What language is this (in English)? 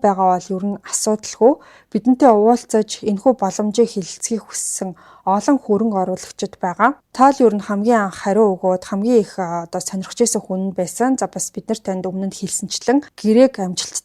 Mongolian